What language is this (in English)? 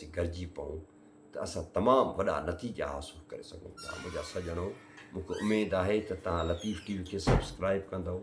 Sindhi